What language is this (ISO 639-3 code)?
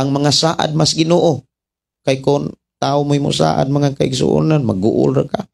ceb